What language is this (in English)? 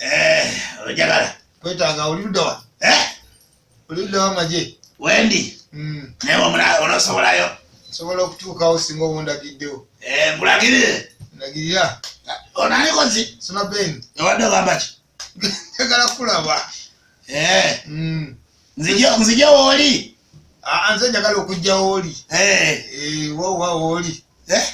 Ganda